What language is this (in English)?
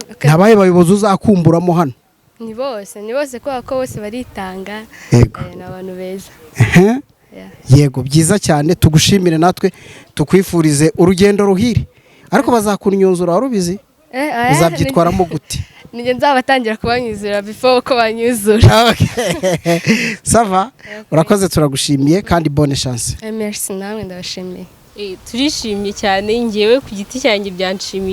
Kinyarwanda